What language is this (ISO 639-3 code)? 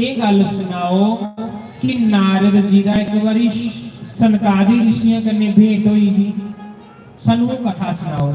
doi